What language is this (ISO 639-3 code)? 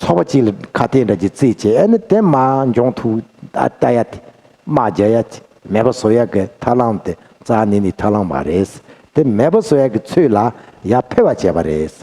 bod